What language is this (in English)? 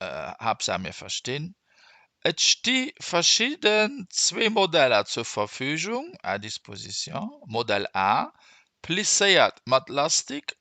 Luxembourgish